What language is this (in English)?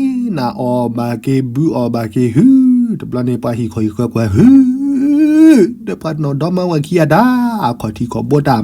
S'gaw Karen